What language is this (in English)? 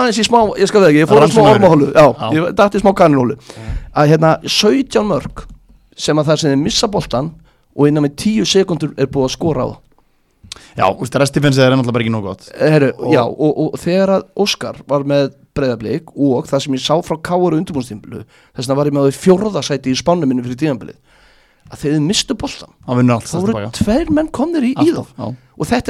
Icelandic